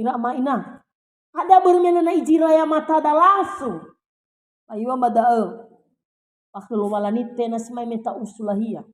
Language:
Nias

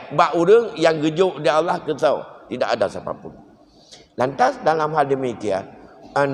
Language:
Achinese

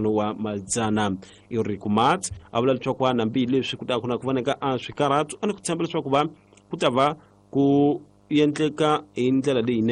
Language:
Tsonga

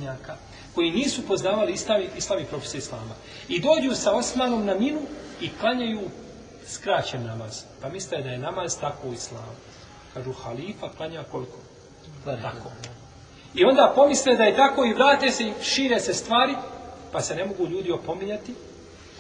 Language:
Bosnian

